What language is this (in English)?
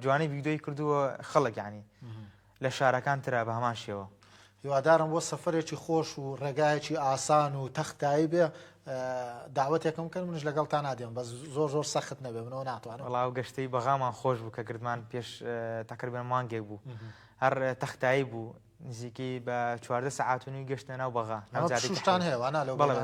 Central Kurdish